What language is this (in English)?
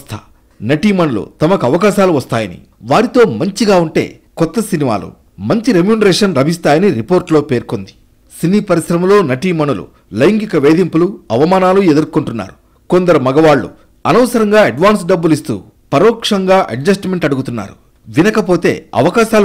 Telugu